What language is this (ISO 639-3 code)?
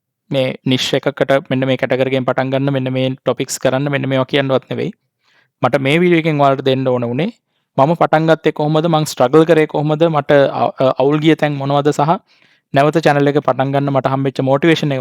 sin